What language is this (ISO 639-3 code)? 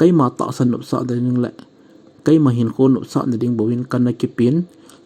tcz